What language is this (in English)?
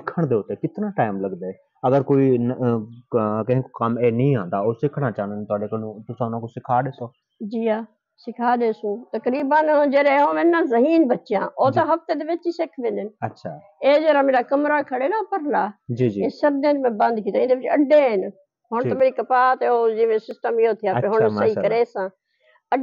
Saraiki